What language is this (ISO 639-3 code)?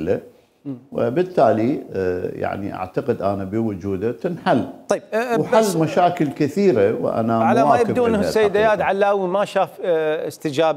acm